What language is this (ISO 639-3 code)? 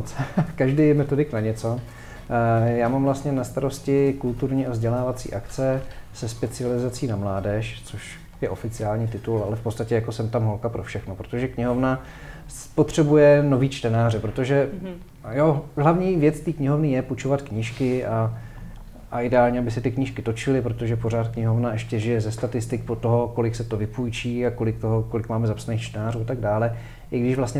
ces